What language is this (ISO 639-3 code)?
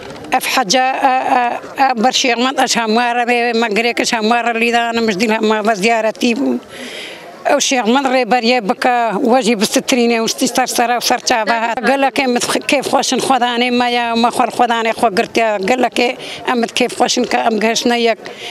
kur